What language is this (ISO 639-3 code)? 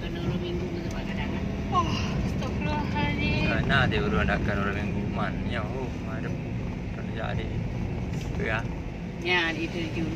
ace